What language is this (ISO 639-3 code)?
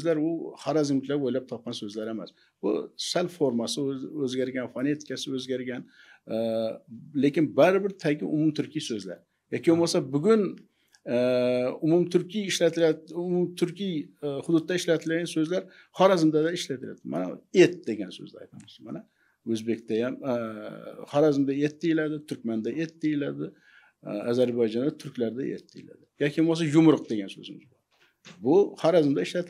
uzb